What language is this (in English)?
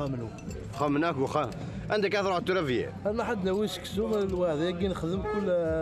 Kabyle